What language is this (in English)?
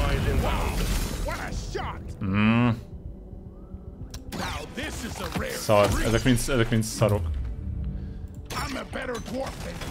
Hungarian